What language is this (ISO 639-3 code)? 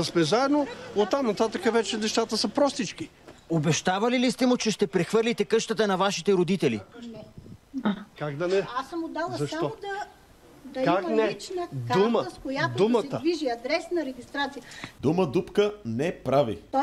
bul